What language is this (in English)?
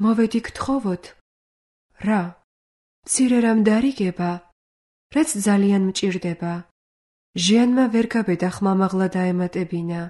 Georgian